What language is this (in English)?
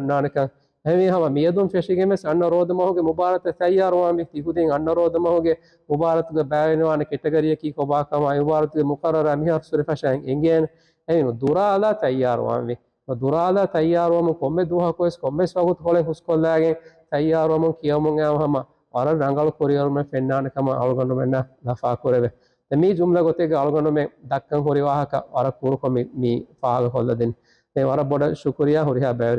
Divehi